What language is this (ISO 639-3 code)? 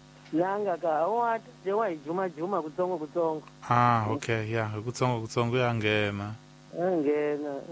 tso